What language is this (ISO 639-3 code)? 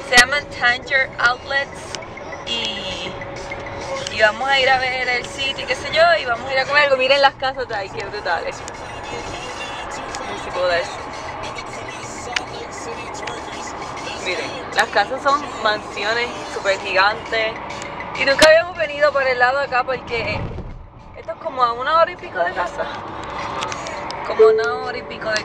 spa